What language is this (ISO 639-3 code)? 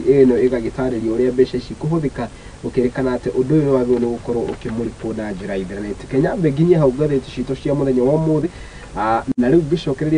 kik